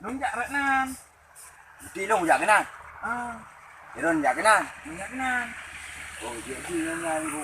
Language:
Achinese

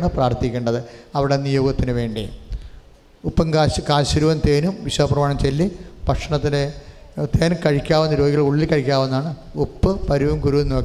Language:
Malayalam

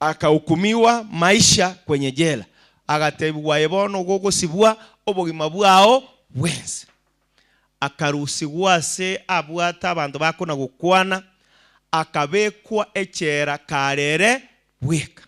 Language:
Gusii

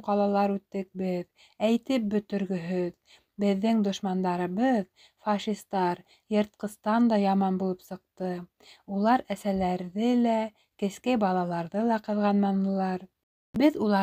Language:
Bashkir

